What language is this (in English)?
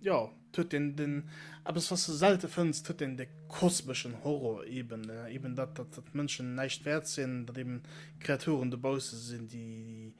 Luxembourgish